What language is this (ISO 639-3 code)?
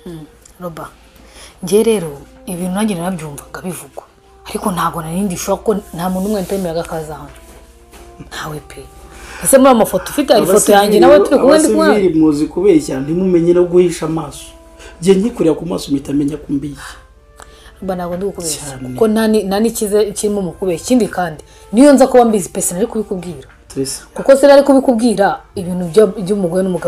kin